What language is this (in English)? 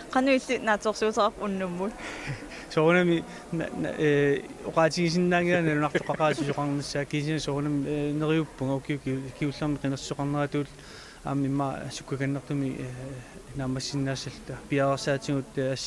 Kalaallisut